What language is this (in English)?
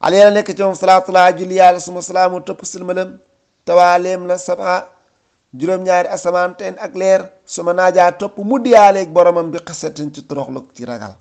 Wolof